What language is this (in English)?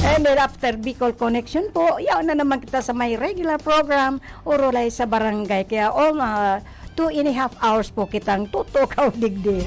Bikol